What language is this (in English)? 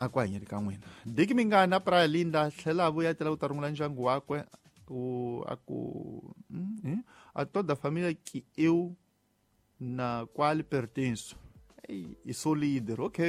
Tsonga